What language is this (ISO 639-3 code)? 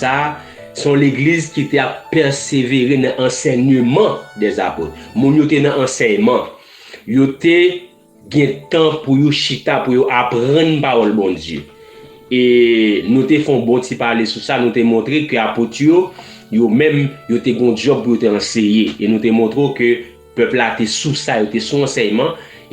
hat